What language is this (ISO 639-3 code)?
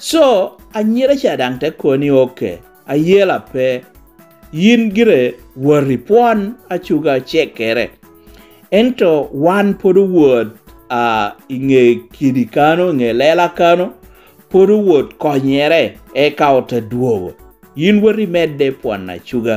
laj